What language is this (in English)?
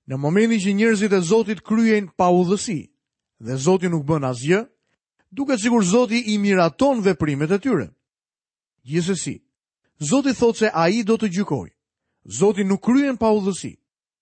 Albanian